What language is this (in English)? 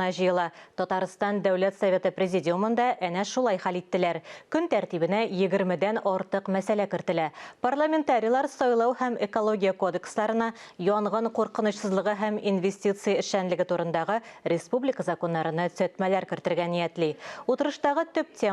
Tatar